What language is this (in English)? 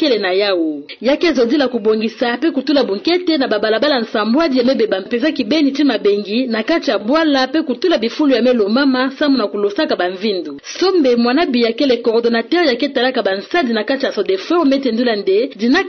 Kituba (Democratic Republic of Congo)